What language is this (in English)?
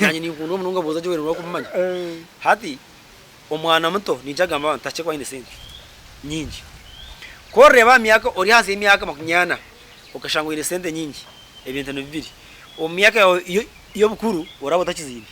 Nyankole